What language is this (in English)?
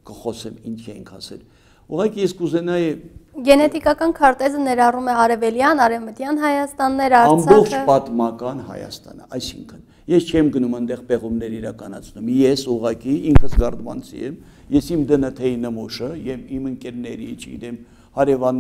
Armenian